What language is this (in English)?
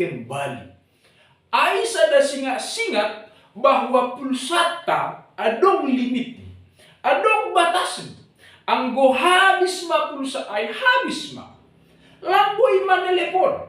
Batak Simalungun